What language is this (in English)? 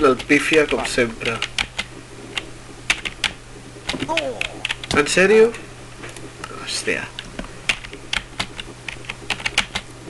Catalan